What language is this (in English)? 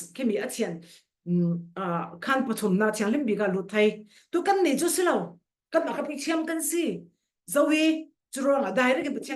Falam Chin